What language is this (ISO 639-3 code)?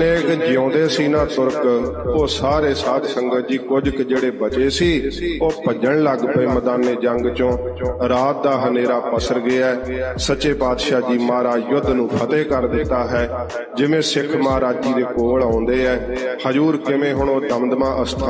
pan